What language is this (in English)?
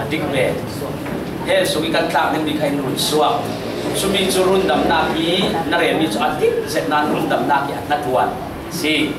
Falam Chin